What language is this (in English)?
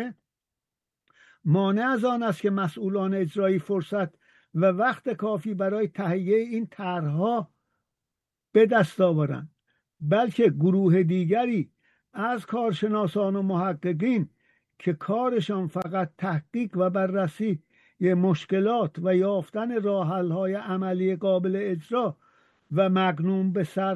Persian